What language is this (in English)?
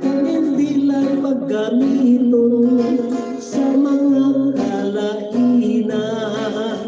Hiligaynon